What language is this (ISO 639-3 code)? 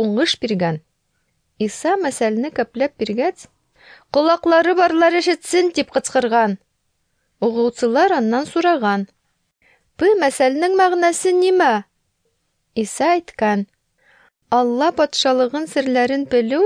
tat